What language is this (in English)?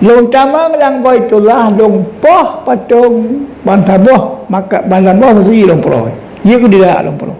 Achinese